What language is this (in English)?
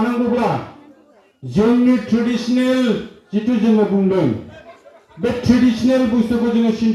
Bodo